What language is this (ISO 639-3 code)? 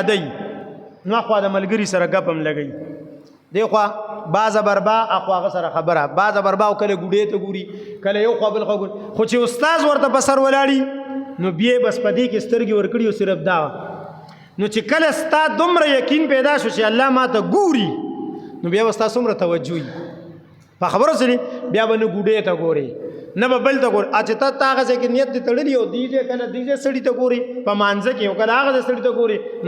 pus